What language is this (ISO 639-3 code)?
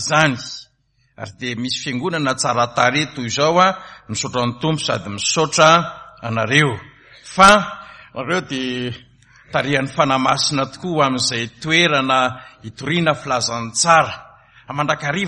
mlg